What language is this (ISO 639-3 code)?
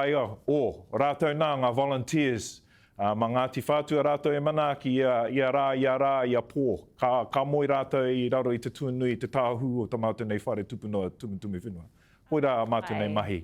mri